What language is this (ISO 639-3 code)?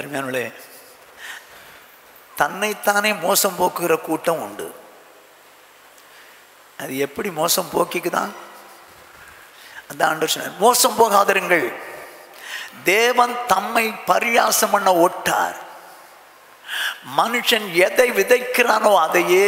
tam